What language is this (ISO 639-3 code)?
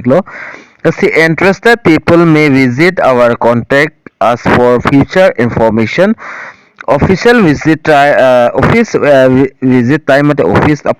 mjw